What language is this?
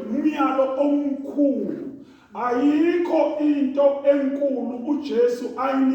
Zulu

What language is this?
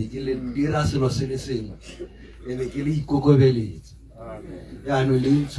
Tswana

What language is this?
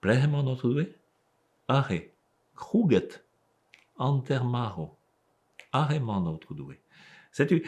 Breton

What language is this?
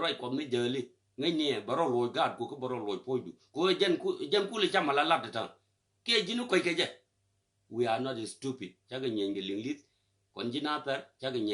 Nuer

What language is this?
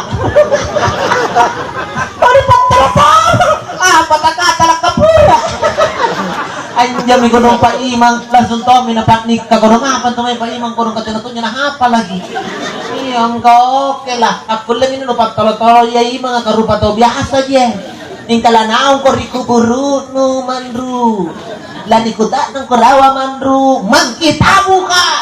Makasar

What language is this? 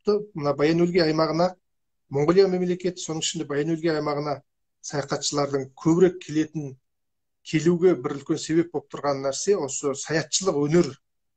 Kazakh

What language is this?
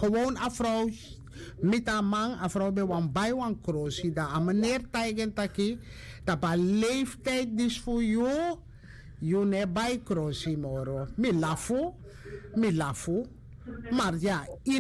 Sranan Tongo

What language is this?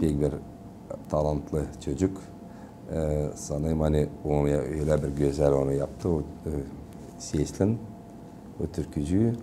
Gagauz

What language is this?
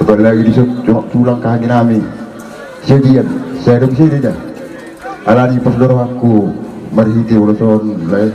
Batak Toba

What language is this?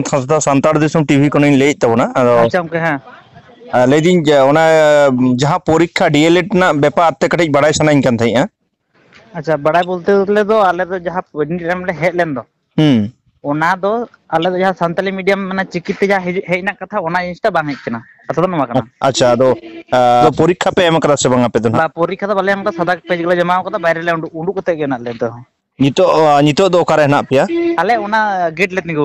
Santali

